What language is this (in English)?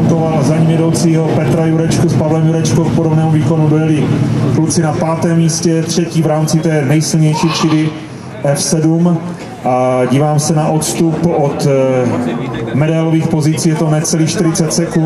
Czech